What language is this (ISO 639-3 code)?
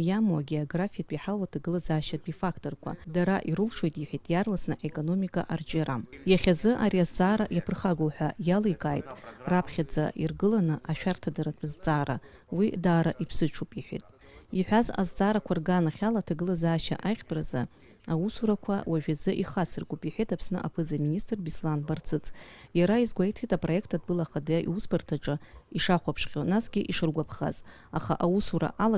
abk